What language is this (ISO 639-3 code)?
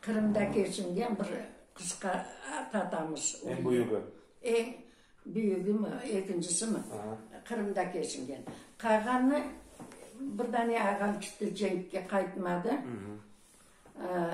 crh